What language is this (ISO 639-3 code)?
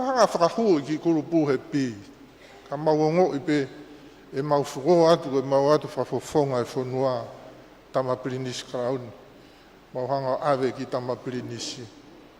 ton